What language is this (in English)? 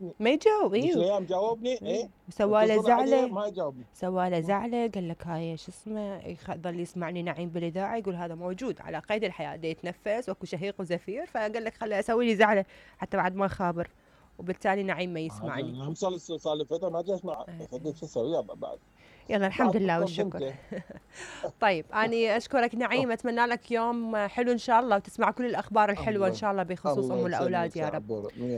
Mesopotamian Arabic